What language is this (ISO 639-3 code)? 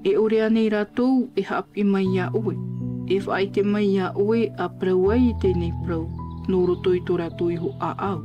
tah